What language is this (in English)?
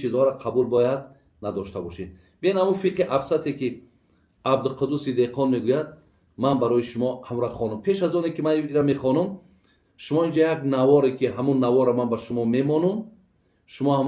Tajik